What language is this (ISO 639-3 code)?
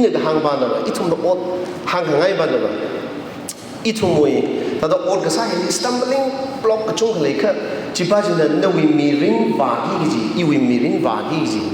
nmf